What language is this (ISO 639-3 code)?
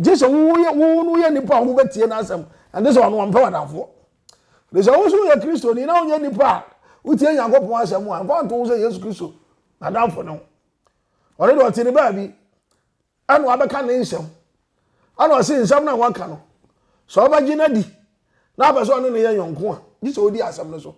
aka